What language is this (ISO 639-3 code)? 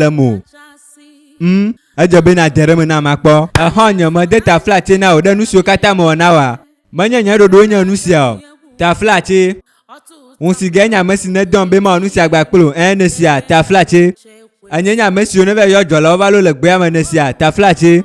ewe